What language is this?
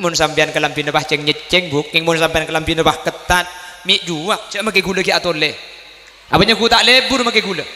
Madurese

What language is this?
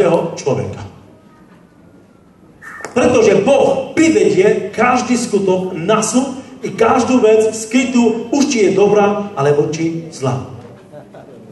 Slovak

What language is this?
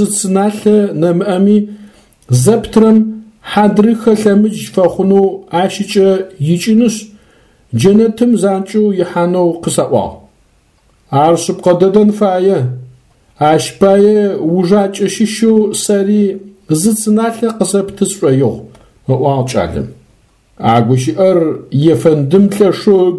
Adyghe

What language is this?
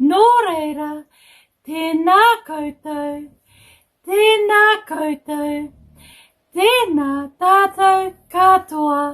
Māori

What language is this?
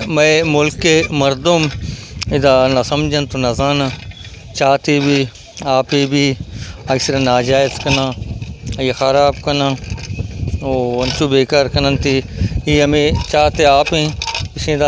Baluchi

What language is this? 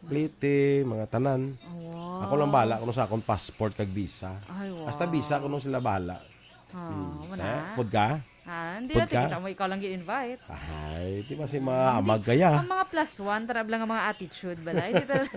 Hiligaynon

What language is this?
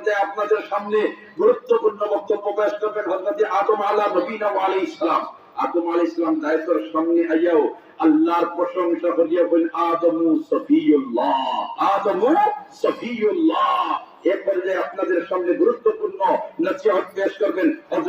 Sylheti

